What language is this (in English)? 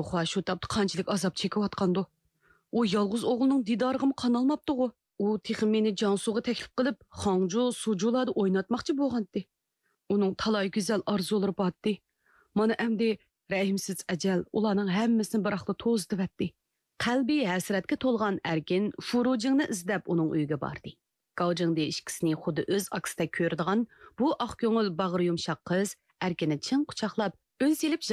Uyghur